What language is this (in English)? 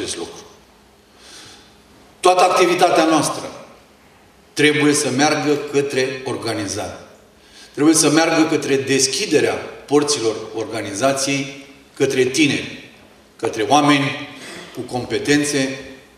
Romanian